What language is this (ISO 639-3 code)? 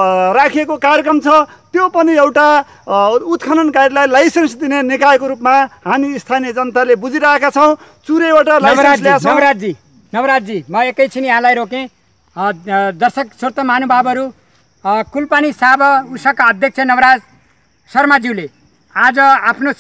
nep